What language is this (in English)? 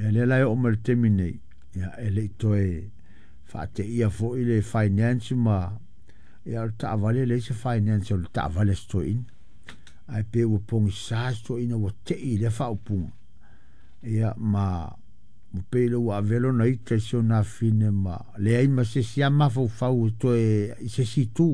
Samoan